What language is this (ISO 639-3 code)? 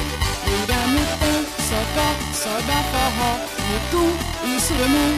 por